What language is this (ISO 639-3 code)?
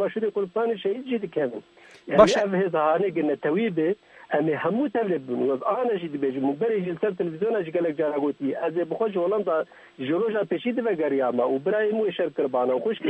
kur